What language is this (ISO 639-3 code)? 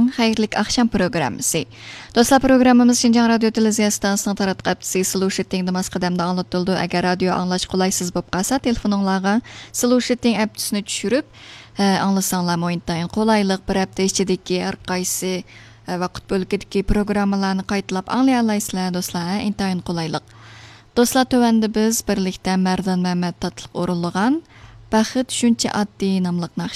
uig